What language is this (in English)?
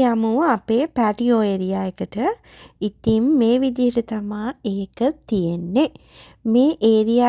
Sinhala